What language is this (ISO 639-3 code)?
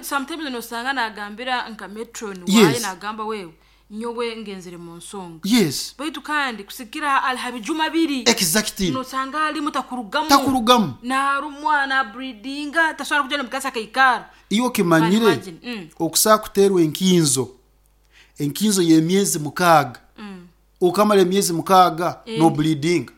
nyn